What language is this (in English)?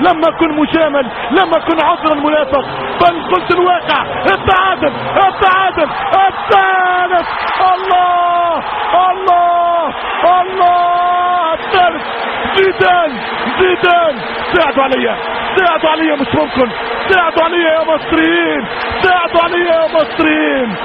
Egyptian Arabic